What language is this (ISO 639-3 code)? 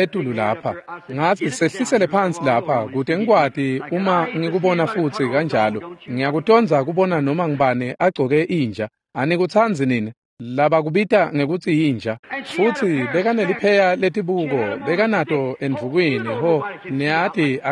ssw